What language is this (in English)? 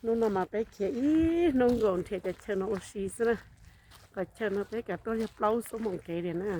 Hmong